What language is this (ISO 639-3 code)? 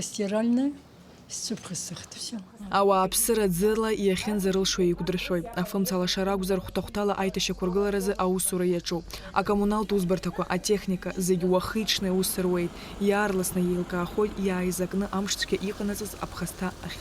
abk